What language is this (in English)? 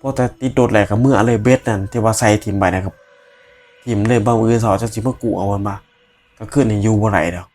Northeastern Thai